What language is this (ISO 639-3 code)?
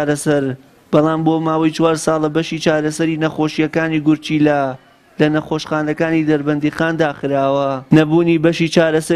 ckb